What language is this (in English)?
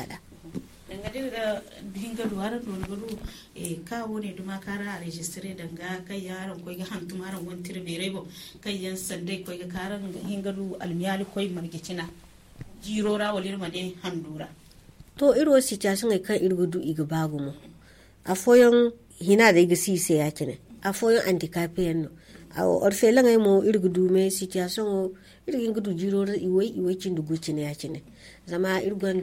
Zarma